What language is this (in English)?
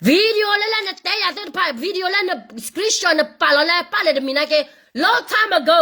S'gaw Karen